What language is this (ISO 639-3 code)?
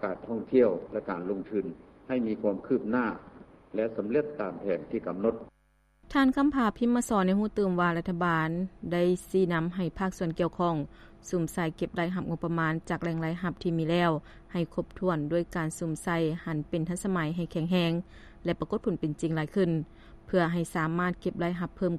lao